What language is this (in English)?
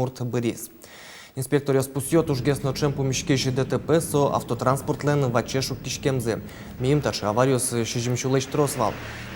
Udmurt